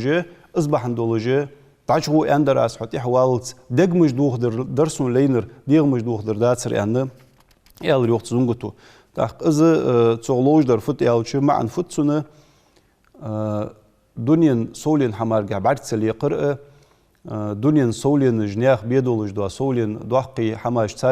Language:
Ingush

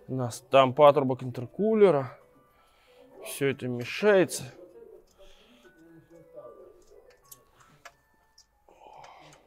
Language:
Russian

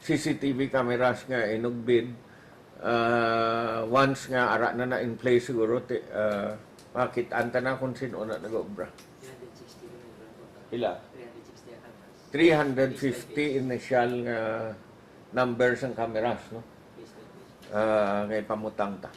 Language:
Hiligaynon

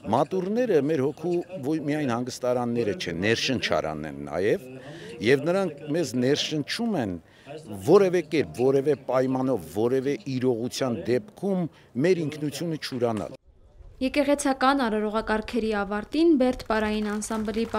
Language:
Armenian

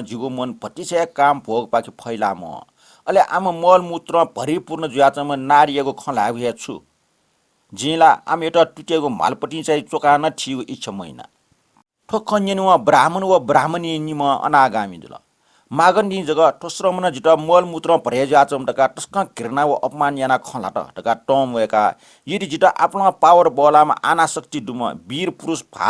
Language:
Newari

